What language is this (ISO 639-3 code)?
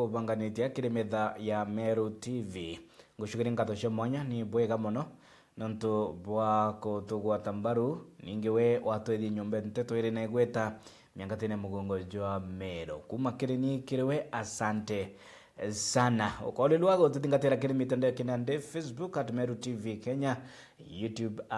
mer